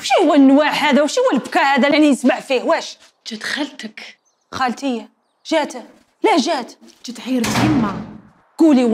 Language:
Algerian Arabic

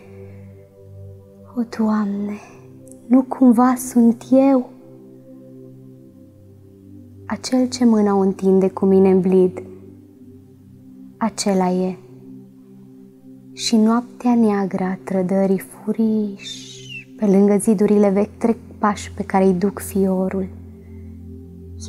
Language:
Romanian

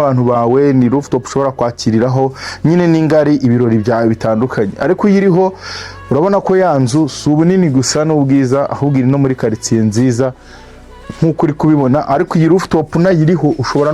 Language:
Kinyarwanda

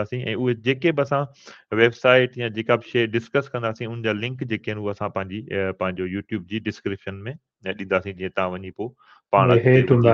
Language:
Sindhi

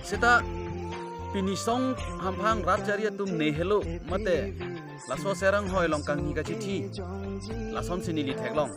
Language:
Karbi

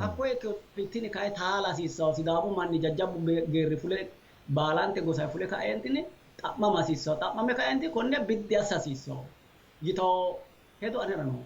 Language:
Sidamo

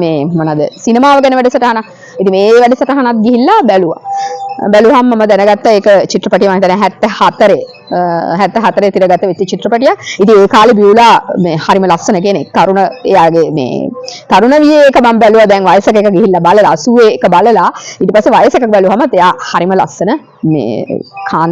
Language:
Sinhala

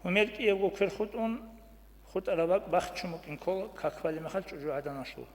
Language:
Avaric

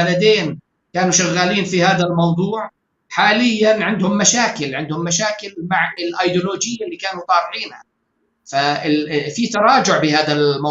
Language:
North Levantine Arabic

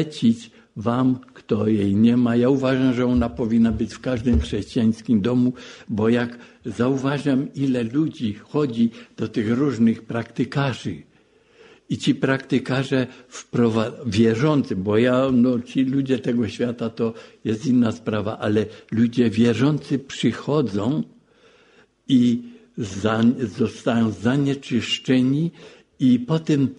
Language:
Polish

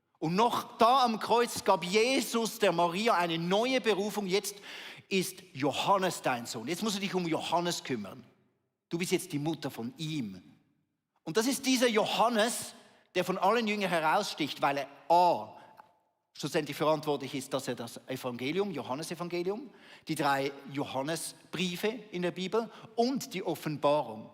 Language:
Swiss German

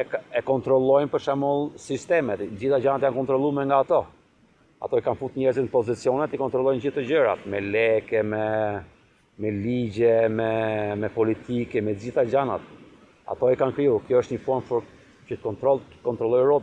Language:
Albanian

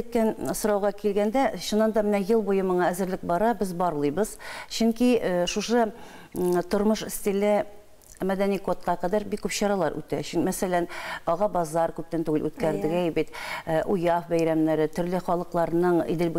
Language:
Tatar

